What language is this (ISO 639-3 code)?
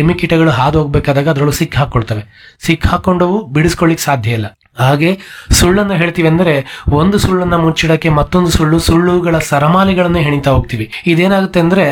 kan